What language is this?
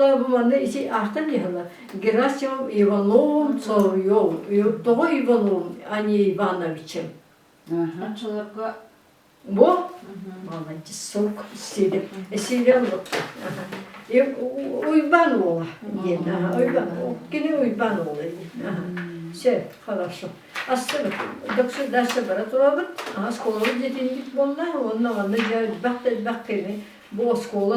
Yakut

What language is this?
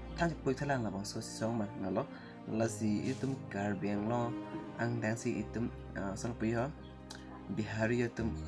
Karbi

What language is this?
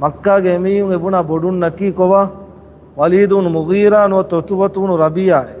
Divehi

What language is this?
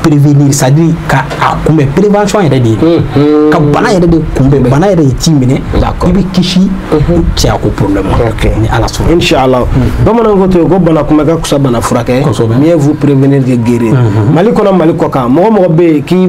Bambara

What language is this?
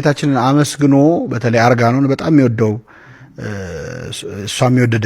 Amharic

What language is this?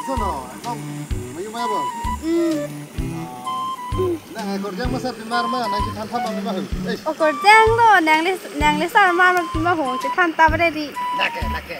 Karbi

